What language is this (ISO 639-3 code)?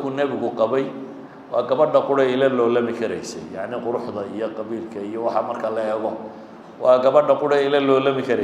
som